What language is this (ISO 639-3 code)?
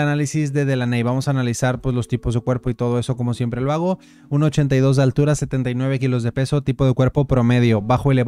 spa